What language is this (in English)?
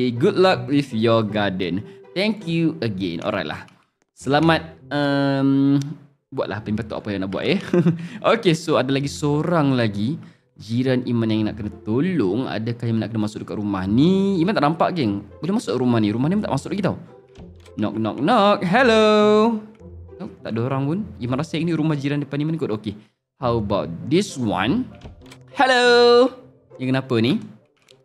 Malay